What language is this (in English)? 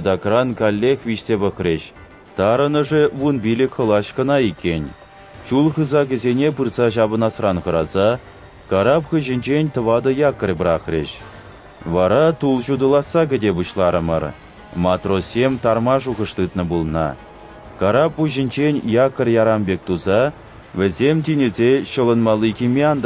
Chuvash